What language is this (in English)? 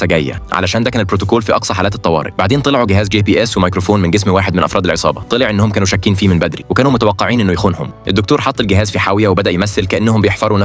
Egyptian Arabic